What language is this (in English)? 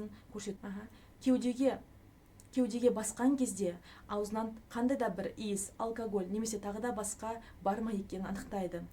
Kazakh